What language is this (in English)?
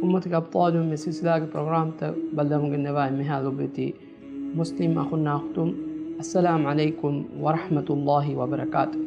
Divehi